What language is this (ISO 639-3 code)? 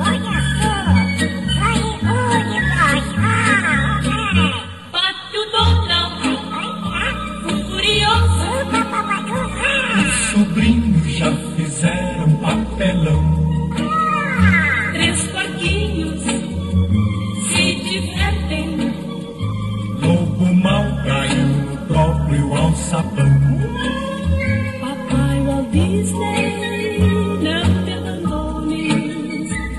por